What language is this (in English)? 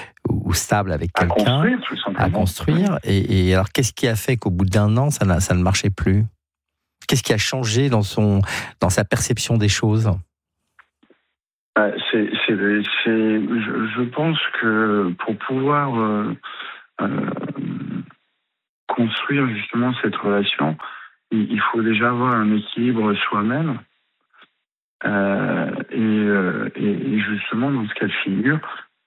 French